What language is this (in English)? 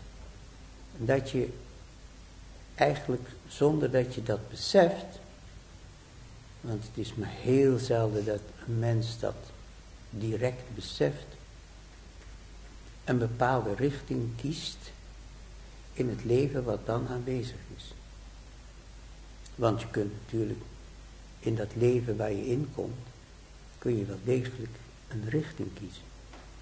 Dutch